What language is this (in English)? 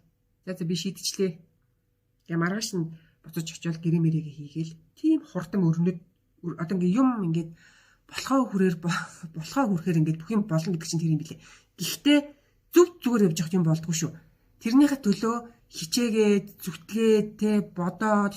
Mongolian